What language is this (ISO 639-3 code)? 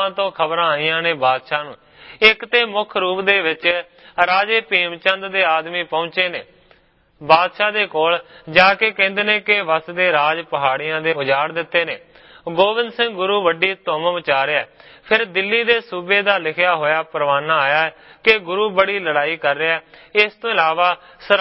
pan